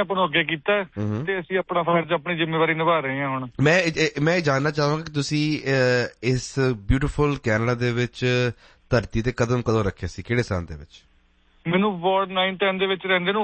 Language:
Punjabi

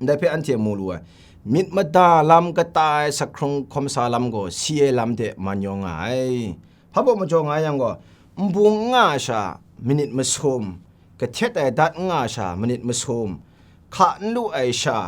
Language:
Kachin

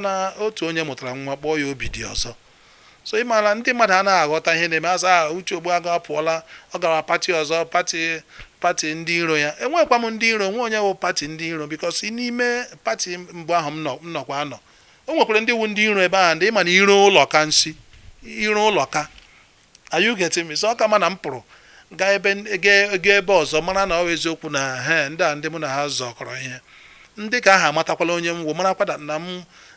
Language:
Igbo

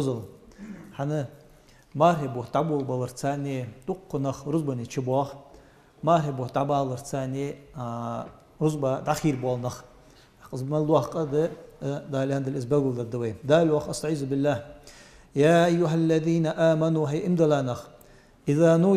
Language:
Ingush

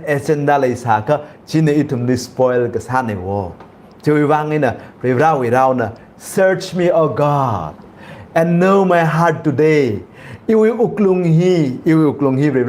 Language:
Tangkhul Naga (India)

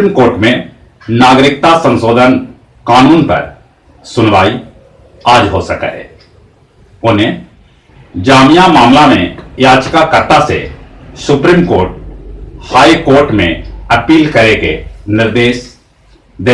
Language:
Magahi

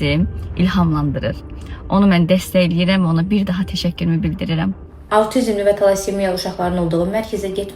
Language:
Azerbaijani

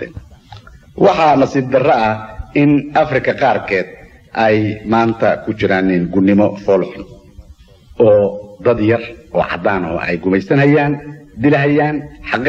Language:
Somali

